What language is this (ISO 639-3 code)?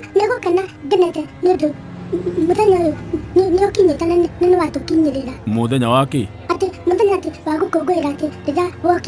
kik